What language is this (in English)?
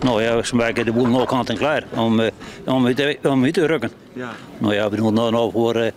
Western Frisian